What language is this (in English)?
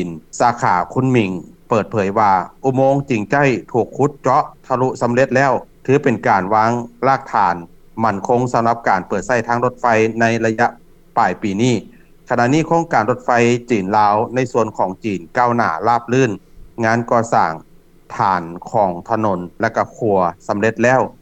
Lao